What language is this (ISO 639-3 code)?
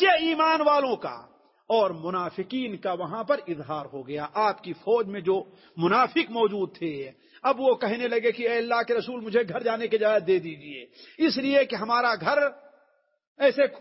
urd